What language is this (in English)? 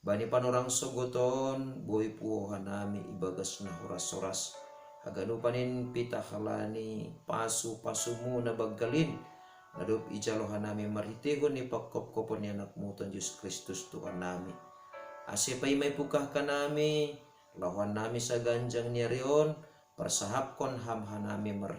Batak Simalungun